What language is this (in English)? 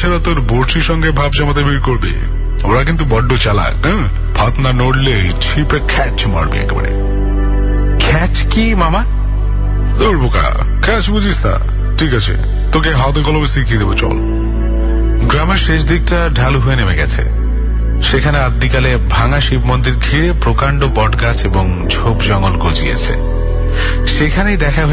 Bangla